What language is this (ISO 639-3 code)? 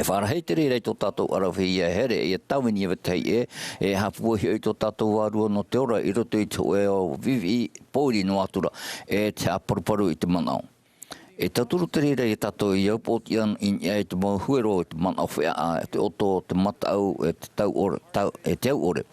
tah